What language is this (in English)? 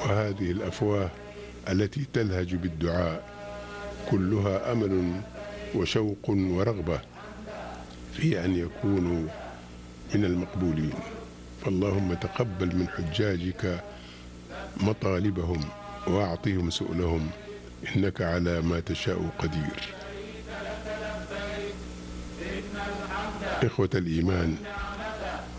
Arabic